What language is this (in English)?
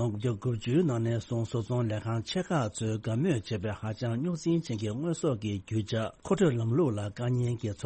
Tibetan